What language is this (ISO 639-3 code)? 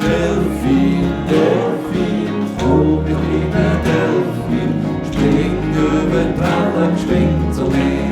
gsw